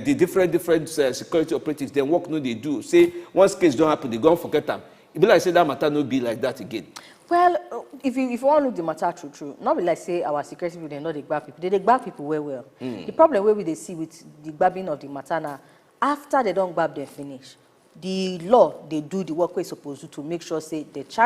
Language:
Nigerian Pidgin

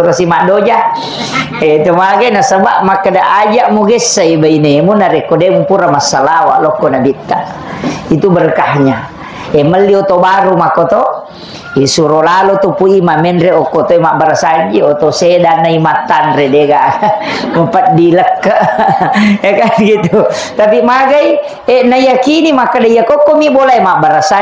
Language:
Buginese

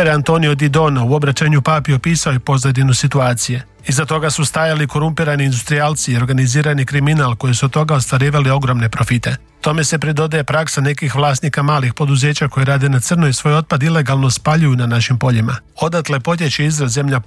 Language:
Croatian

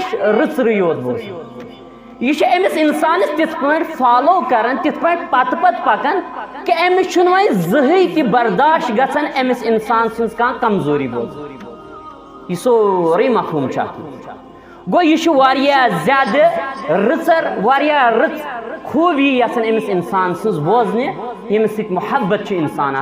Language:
Kashmiri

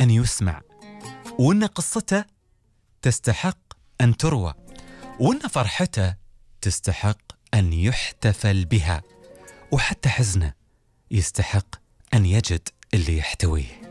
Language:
Gulf Arabic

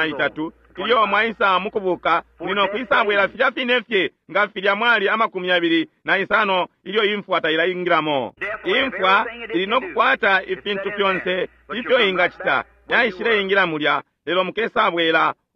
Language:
Bemba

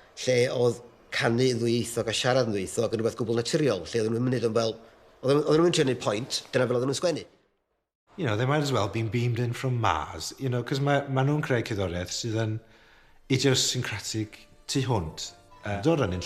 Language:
Welsh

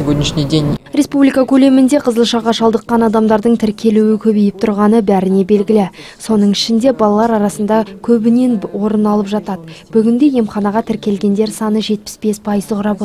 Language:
Kazakh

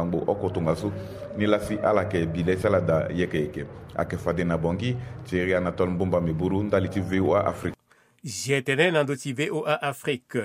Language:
Sango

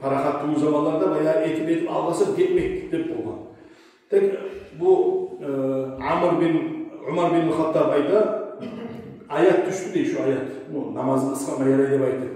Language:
Kumyk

